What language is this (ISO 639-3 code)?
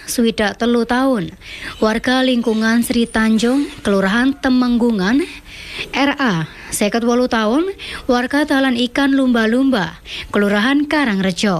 jav